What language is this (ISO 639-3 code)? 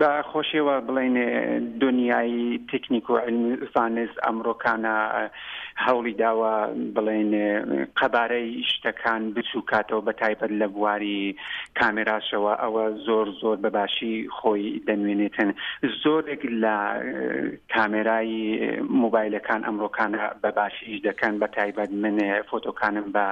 ckb